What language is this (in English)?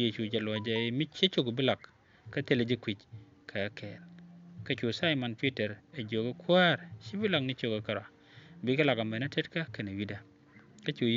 Nuer